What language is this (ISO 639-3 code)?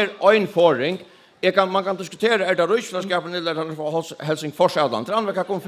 fao